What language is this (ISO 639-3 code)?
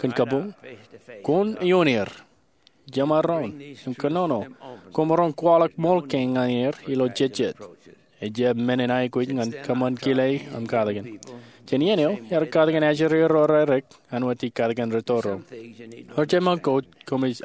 mah